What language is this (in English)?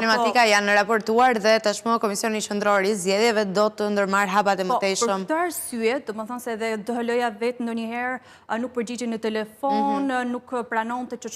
Albanian